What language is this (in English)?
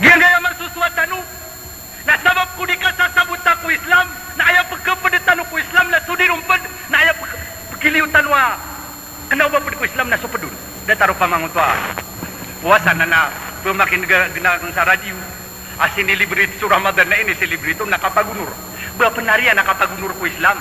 Maranao